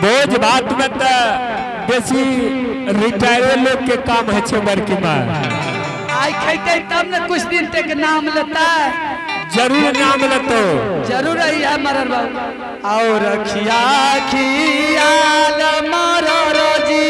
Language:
Angika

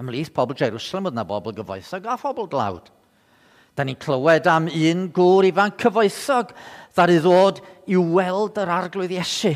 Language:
Welsh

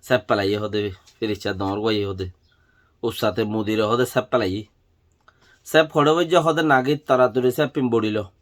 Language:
Rohingya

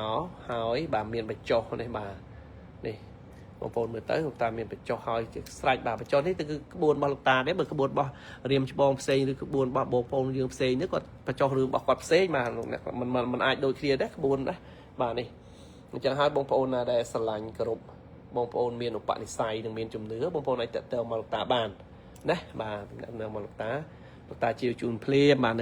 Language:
Khmer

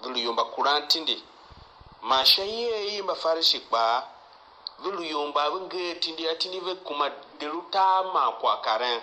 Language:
Tiv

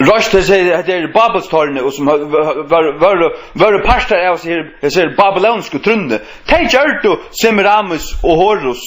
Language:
Faroese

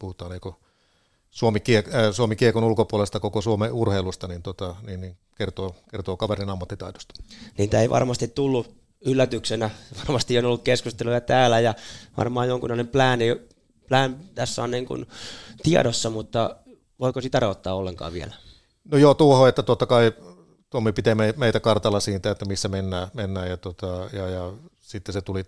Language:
Finnish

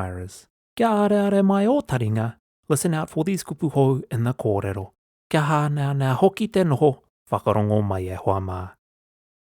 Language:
Māori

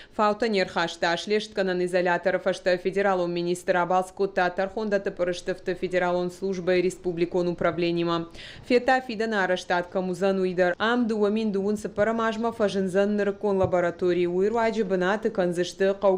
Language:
Ossetic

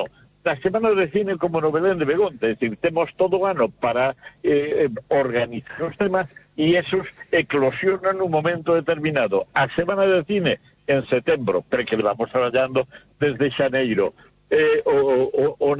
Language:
Galician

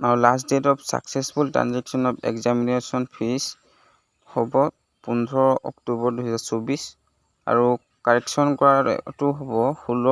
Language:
Assamese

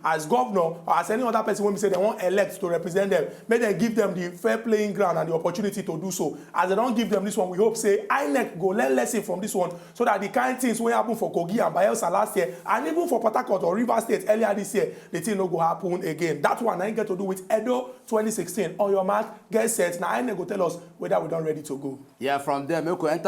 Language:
Nigerian Pidgin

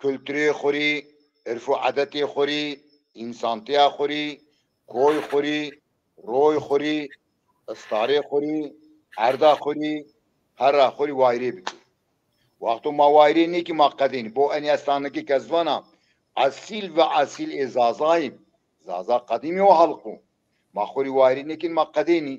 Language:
Zaza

